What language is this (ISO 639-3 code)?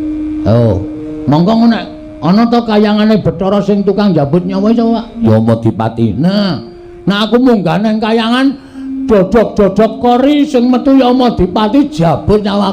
jav